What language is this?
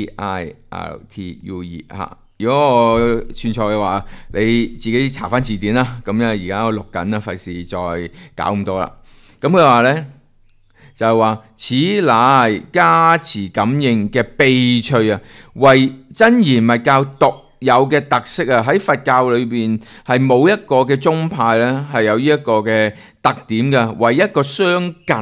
Cantonese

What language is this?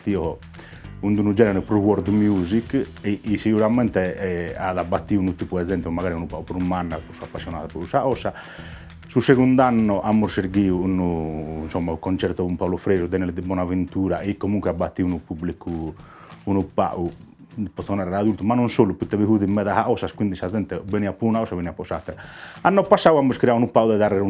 Sardinian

